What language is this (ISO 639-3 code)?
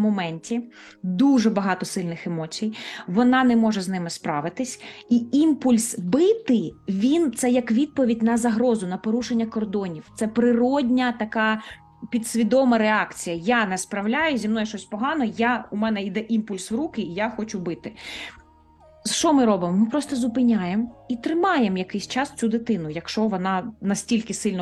ukr